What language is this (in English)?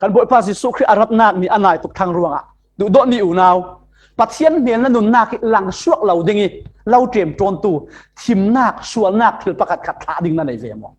Falam Chin